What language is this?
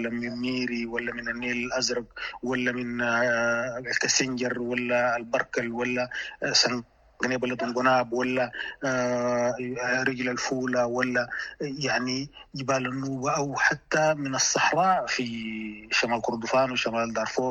Sudanese Arabic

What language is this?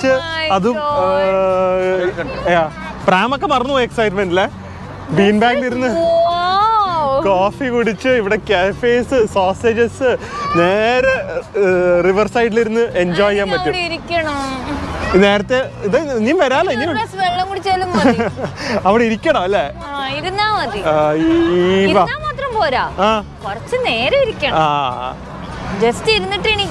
Malayalam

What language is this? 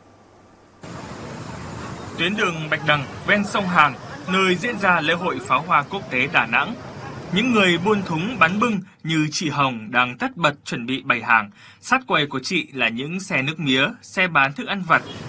Vietnamese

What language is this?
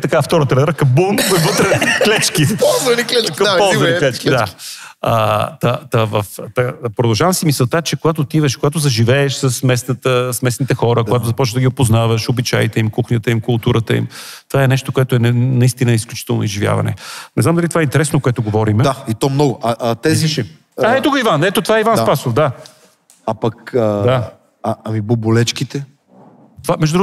Bulgarian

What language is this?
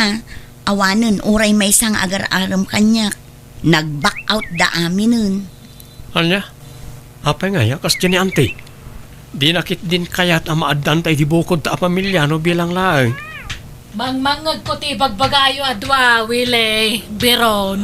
Iloko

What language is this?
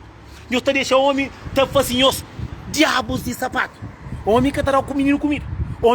Kabuverdianu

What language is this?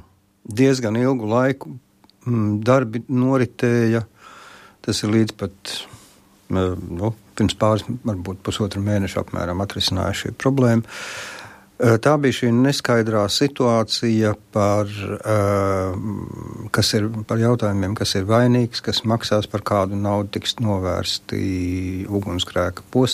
Latvian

